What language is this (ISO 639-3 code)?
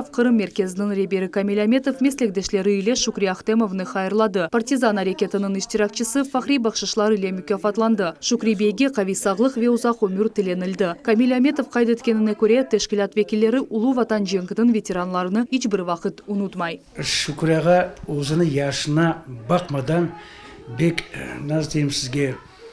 crh